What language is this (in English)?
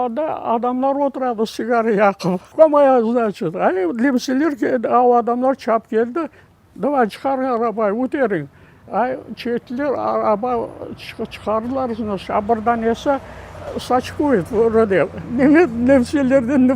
Crimean Tatar